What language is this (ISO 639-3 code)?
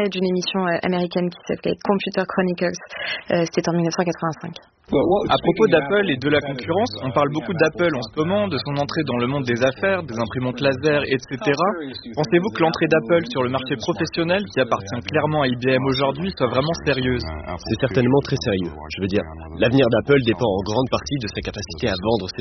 fra